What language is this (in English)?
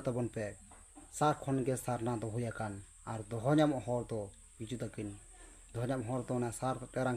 Santali